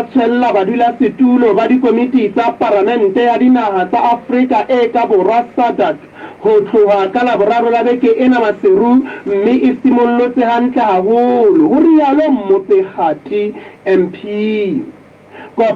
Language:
Southern Sotho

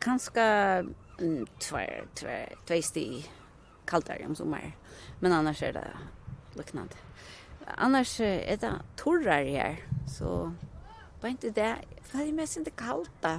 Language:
Faroese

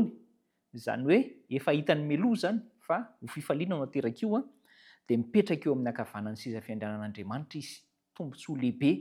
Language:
Malagasy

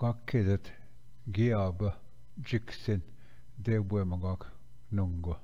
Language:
Ojibwa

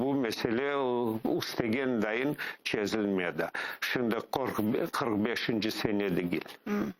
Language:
Crimean Tatar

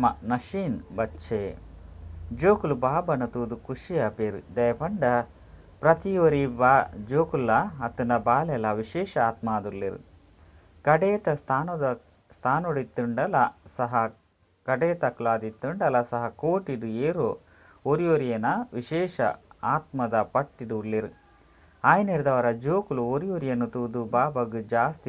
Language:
Tulu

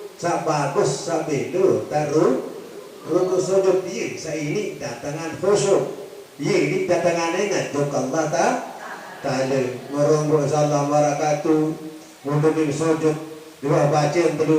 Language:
Sasak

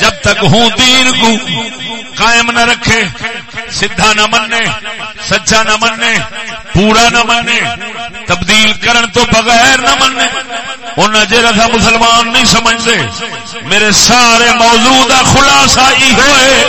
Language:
Saraiki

